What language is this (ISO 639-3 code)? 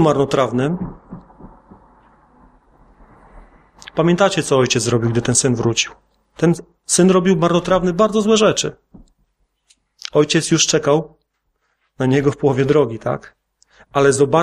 pol